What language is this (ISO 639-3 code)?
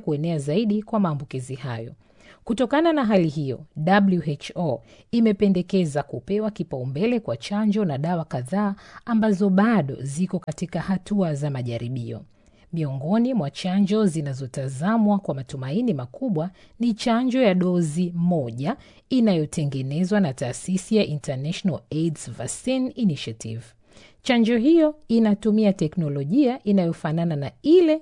swa